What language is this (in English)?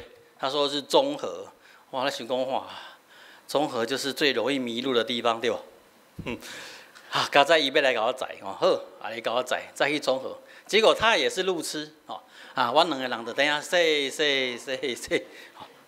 Min Nan Chinese